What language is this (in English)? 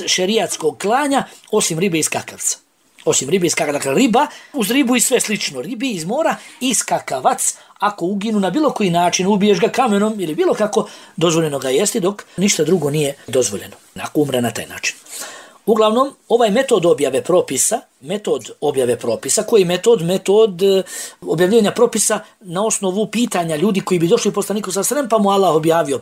Bosnian